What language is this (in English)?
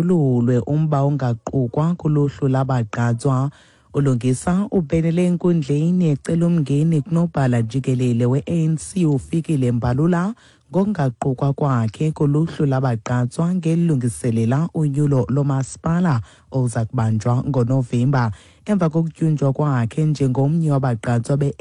Xhosa